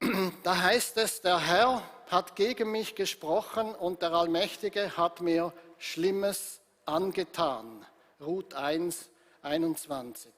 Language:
Swiss German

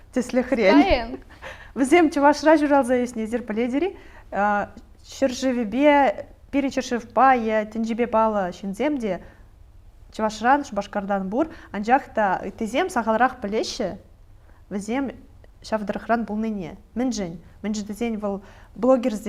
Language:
Chuvash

